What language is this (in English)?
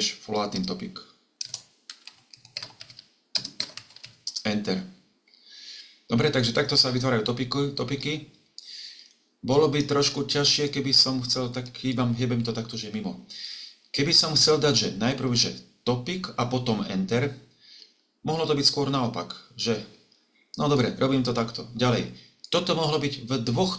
Slovak